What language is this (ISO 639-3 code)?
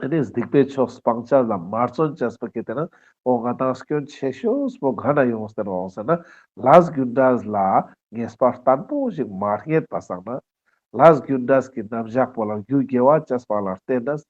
lbj